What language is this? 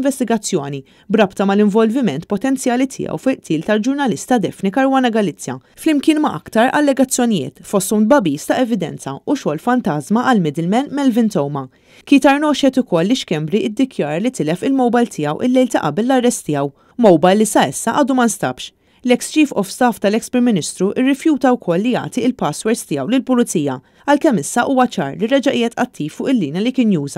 Maltese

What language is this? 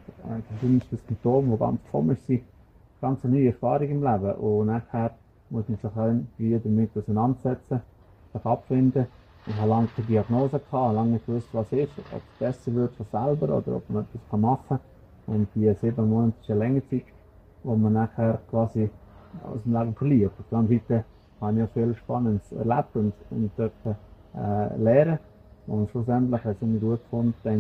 Swiss German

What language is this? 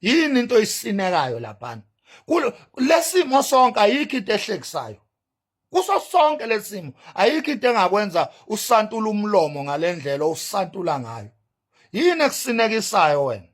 Zulu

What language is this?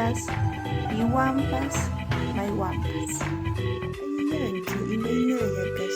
Quechua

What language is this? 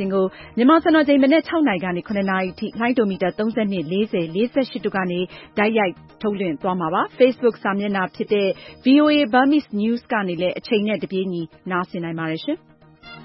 Burmese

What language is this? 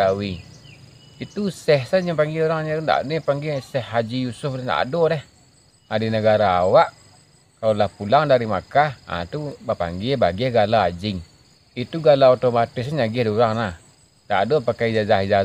Minangkabau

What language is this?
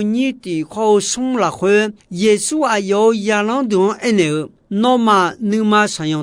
Akha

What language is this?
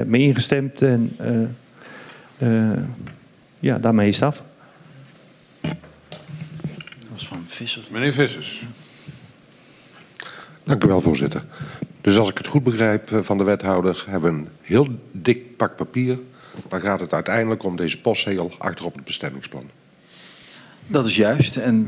Dutch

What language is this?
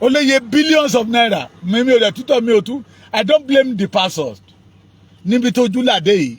Yoruba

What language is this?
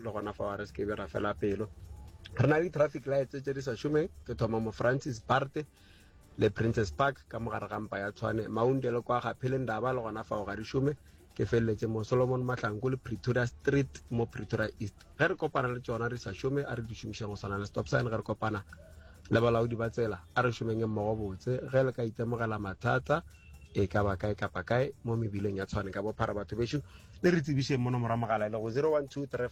Northern Sotho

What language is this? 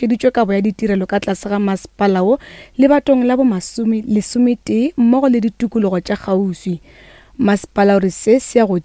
Northern Sotho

